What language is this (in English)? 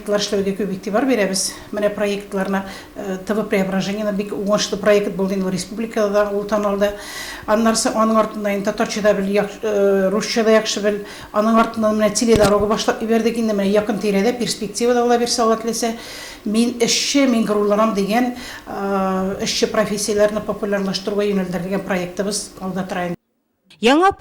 Tatar